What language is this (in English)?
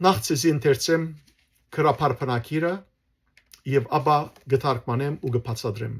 Western Armenian